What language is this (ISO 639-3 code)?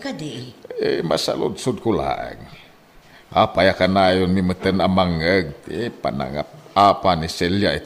ilo